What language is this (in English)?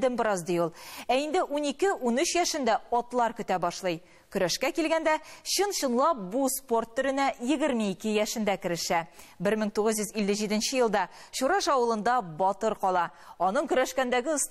Tatar